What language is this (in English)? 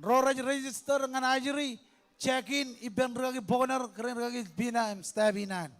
Marshallese